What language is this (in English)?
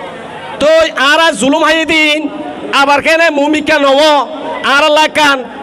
Rohingya